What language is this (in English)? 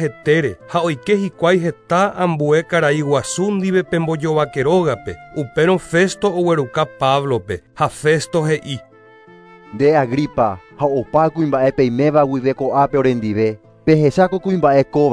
Guarani